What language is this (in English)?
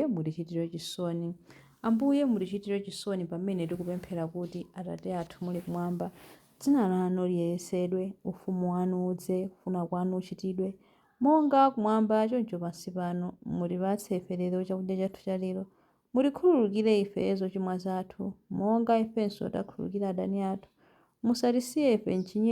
Nyanja